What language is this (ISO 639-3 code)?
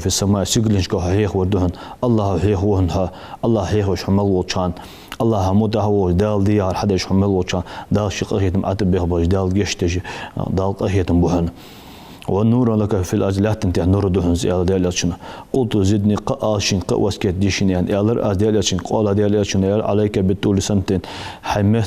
inh